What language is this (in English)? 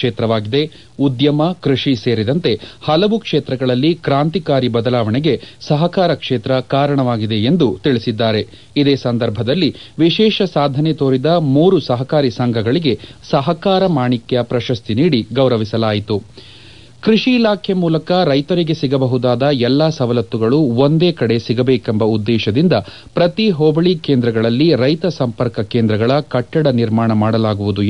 Kannada